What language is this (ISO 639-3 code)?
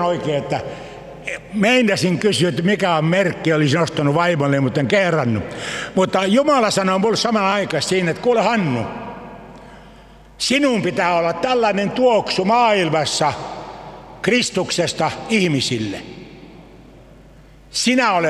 fin